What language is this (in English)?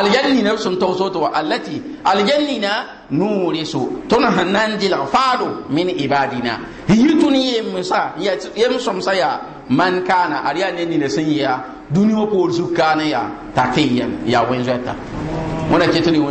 Mossi